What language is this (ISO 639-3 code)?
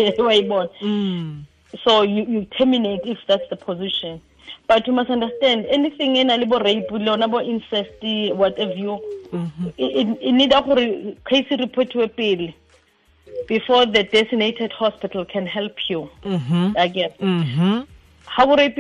tsn